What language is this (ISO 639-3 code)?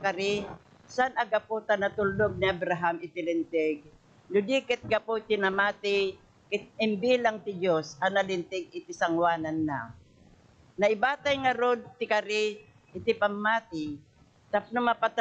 ilo